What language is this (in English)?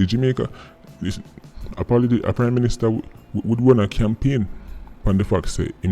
Jamaican Creole English